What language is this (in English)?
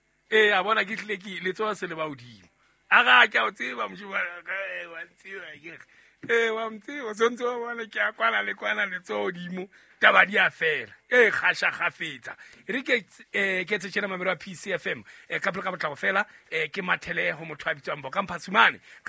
Southern Sotho